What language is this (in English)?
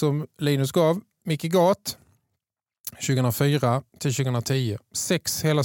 Swedish